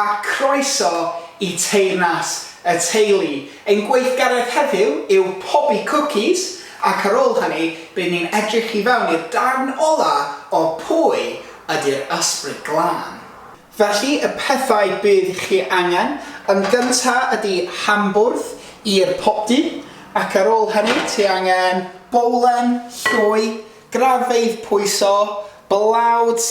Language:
Welsh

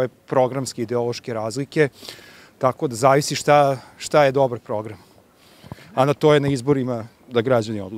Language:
Serbian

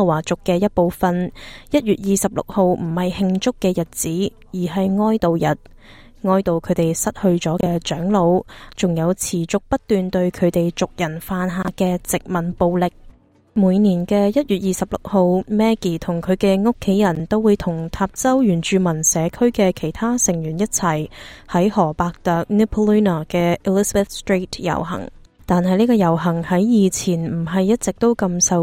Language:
Cantonese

